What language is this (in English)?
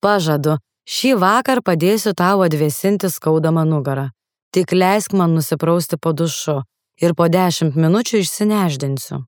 Lithuanian